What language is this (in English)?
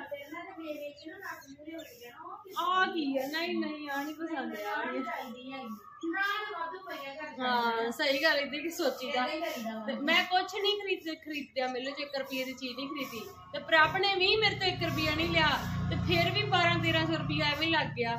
Punjabi